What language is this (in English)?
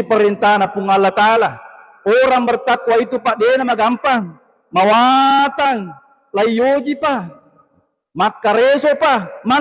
Buginese